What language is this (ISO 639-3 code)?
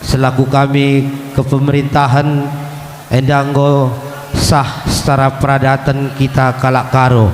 btx